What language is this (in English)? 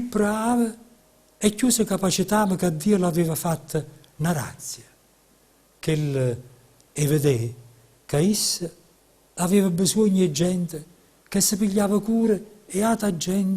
Neapolitan